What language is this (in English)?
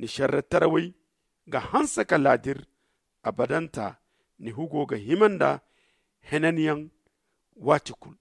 Zarma